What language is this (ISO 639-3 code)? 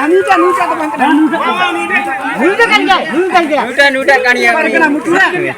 sat